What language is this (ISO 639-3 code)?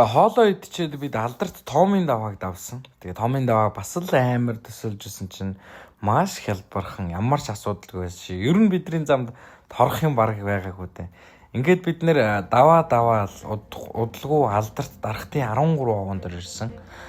mon